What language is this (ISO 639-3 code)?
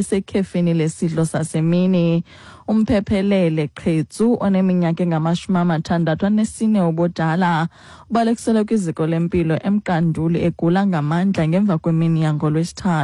xho